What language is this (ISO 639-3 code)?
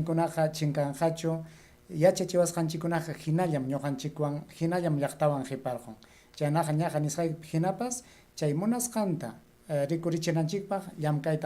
quy